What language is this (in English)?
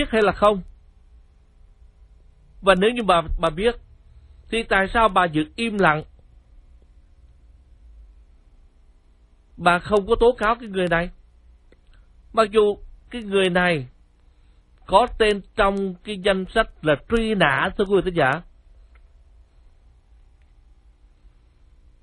Vietnamese